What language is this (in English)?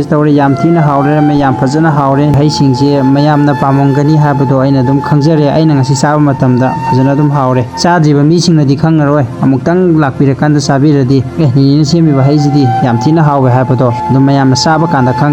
Manipuri